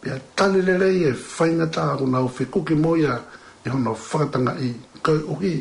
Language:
Tongan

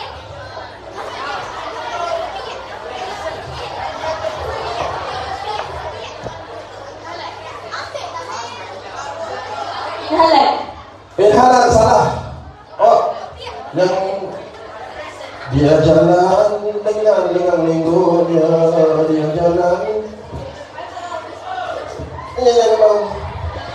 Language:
Malay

